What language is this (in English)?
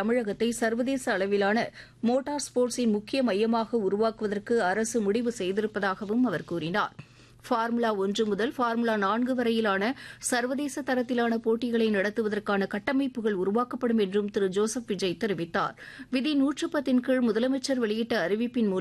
Tamil